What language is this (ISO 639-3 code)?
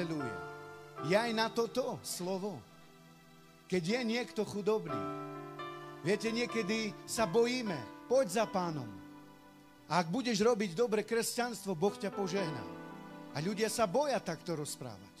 slk